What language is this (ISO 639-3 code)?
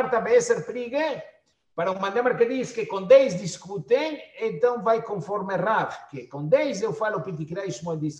por